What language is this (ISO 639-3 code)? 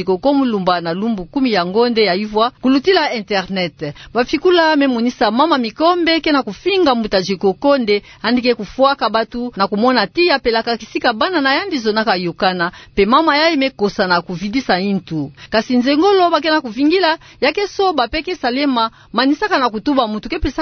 ktu